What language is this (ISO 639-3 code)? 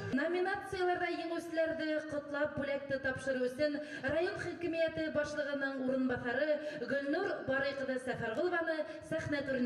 bak